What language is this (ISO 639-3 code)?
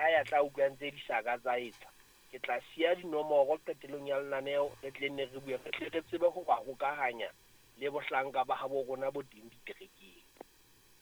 sot